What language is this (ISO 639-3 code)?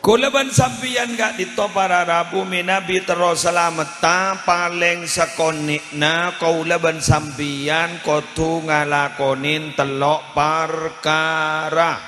mad